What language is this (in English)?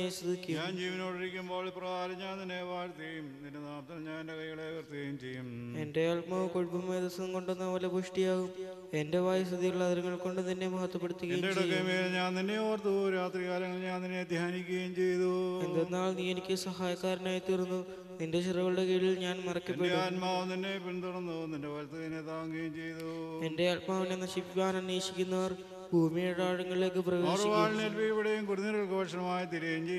Malayalam